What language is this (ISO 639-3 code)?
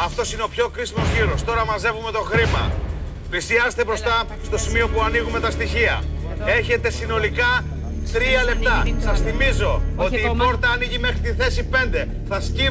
ell